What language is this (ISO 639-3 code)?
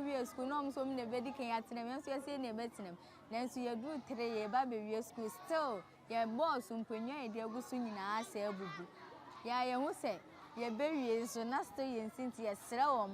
aka